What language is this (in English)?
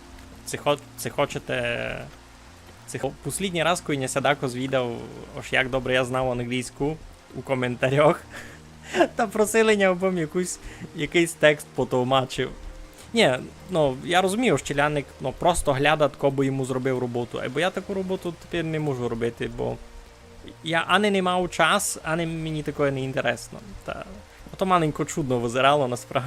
Rusyn